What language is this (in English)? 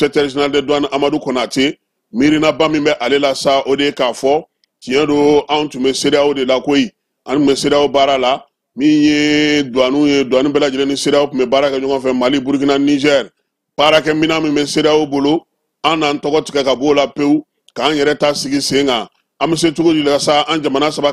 Bambara